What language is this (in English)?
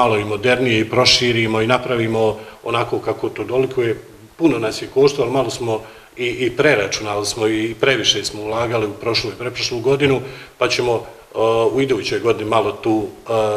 Bosnian